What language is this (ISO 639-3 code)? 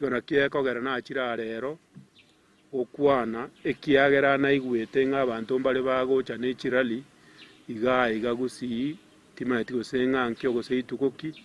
guz